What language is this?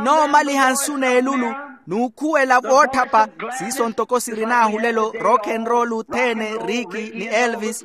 Makhuwa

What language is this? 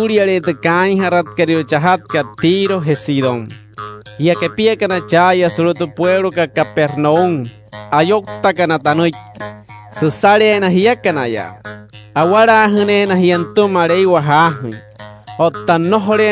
Wayuu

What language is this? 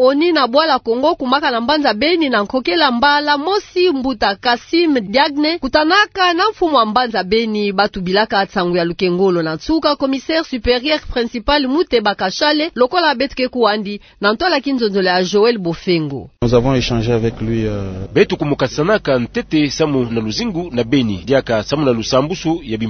Kituba (Democratic Republic of Congo)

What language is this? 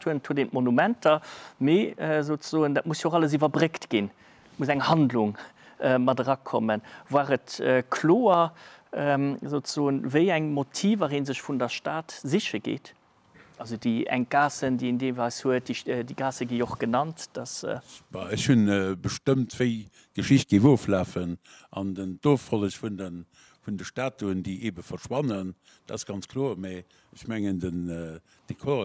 Luxembourgish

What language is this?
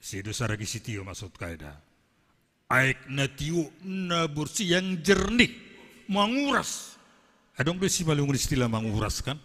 Batak Simalungun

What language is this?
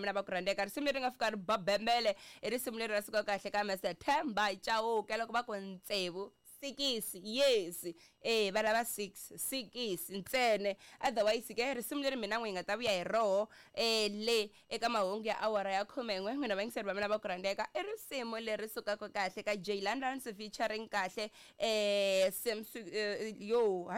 Tsonga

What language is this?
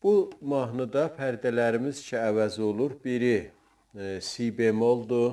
South Azerbaijani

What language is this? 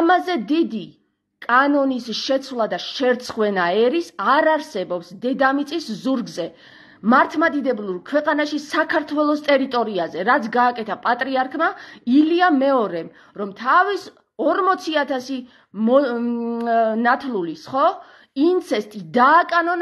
Georgian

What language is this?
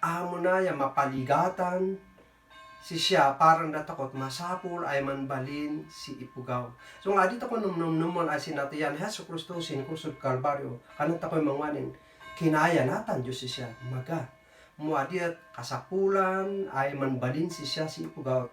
Kankanaey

